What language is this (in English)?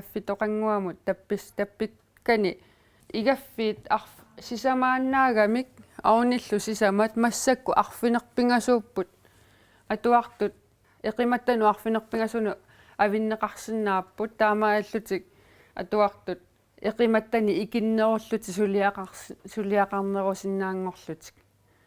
Kalaallisut